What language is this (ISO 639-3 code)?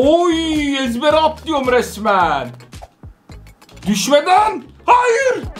tur